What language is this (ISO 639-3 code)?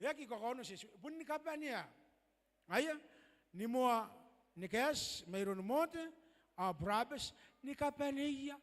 gil